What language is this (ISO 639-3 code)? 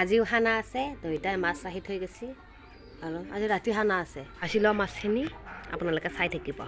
asm